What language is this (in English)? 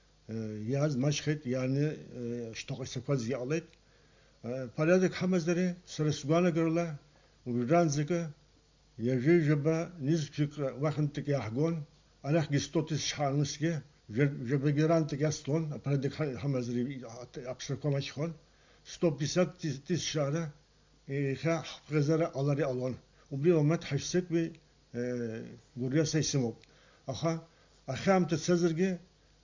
Abkhazian